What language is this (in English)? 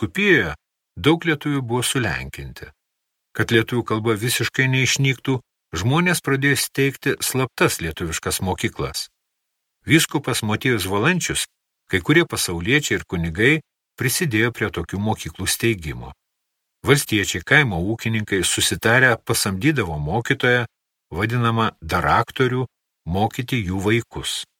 Lithuanian